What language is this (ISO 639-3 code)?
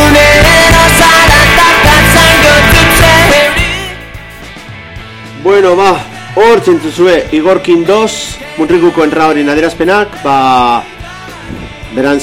eus